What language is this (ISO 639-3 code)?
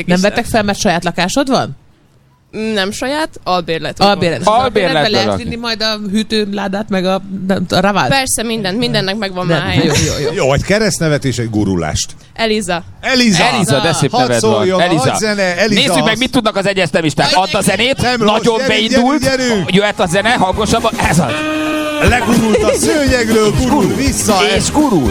hun